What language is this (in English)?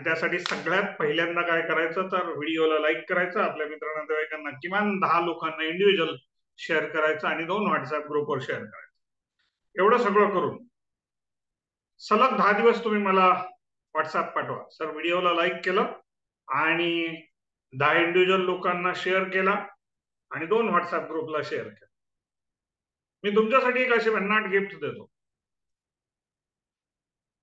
Marathi